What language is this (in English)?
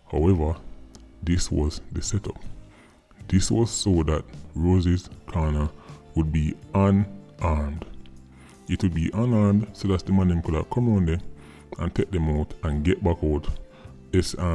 Jamaican Creole English